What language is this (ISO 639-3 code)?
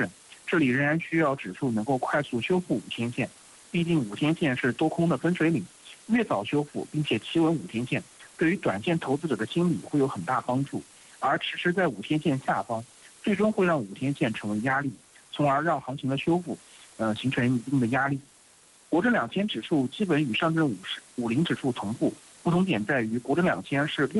zho